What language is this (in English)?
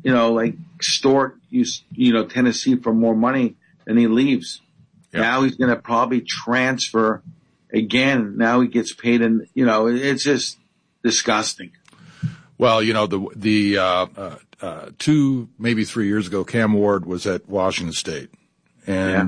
English